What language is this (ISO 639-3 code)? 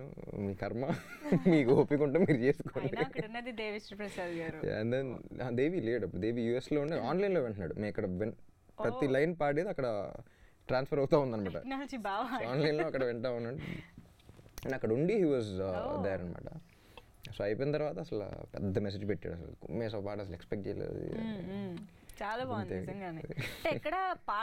tel